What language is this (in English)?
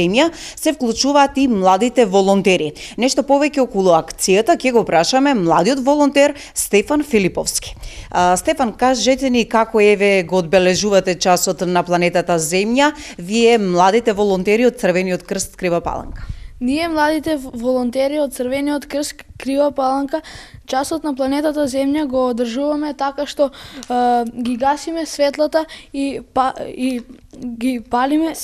Macedonian